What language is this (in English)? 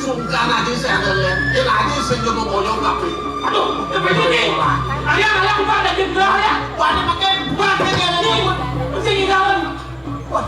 Balinese